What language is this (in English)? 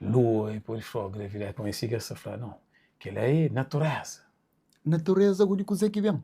Kabuverdianu